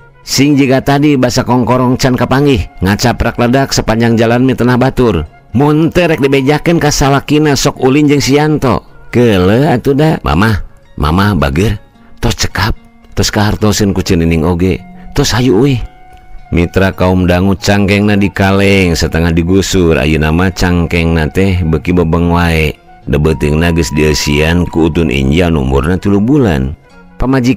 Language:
Sundanese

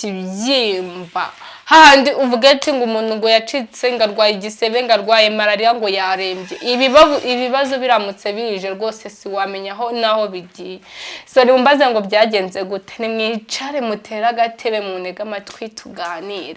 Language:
Kinyarwanda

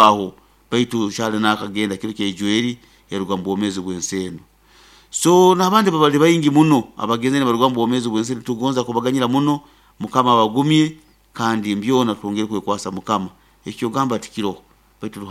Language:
Nyoro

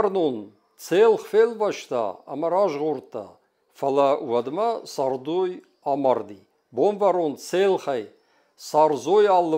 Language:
Ossetic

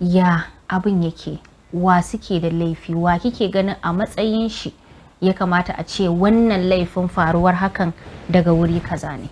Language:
Hausa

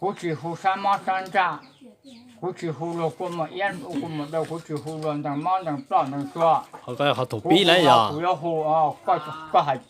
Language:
Hmong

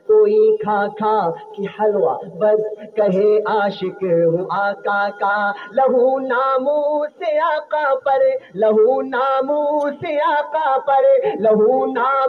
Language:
Urdu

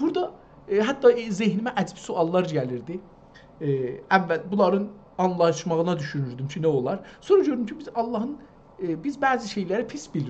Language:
South Azerbaijani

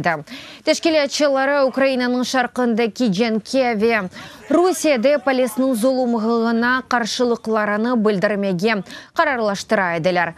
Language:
Crimean Tatar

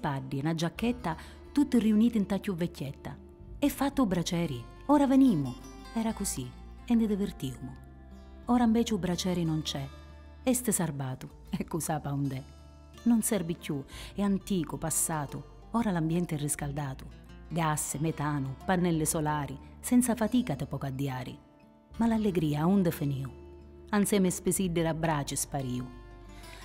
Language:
Sicilian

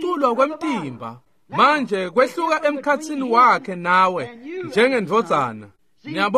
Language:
Swati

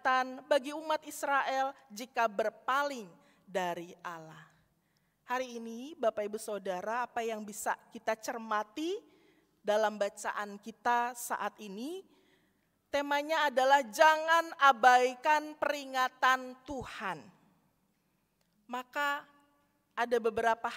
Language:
Indonesian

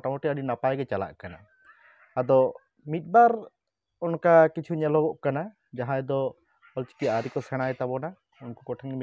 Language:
Santali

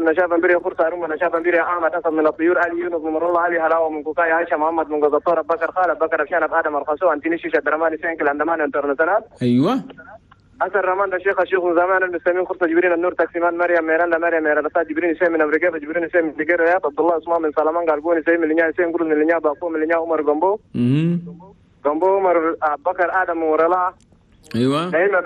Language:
Chadian Arabic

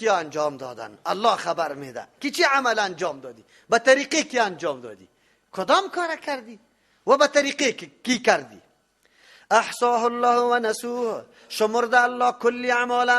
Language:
Persian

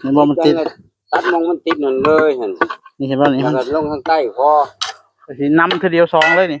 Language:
Northeastern Thai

